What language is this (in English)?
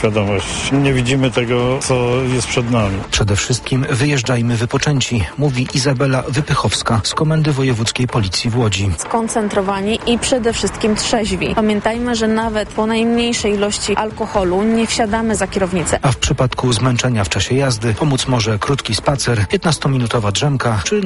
Polish